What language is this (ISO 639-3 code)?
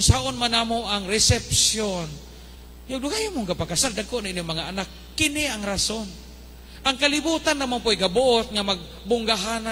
ceb